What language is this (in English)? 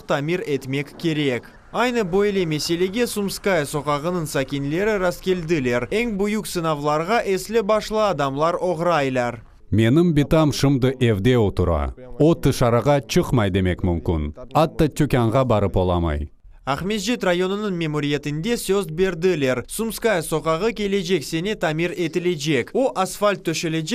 Crimean Tatar